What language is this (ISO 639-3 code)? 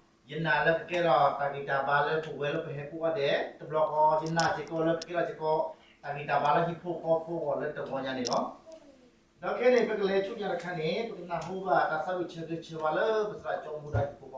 ksw